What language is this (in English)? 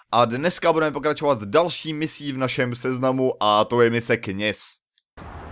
Czech